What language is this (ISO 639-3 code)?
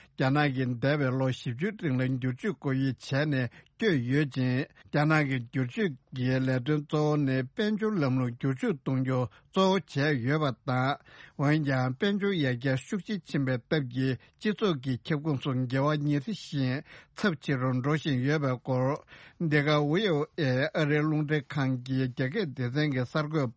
bod